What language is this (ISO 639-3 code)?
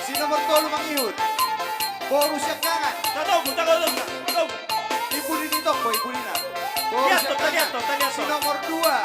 bbc